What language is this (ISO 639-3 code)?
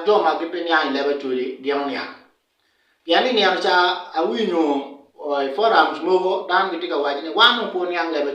ach